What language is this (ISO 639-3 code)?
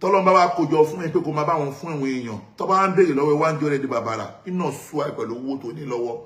yor